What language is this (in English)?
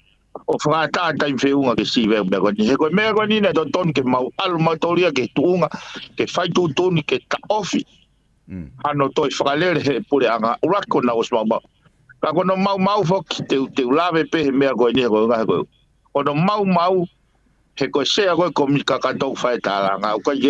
Tongan